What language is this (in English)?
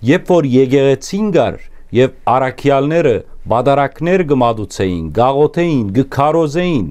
Western Armenian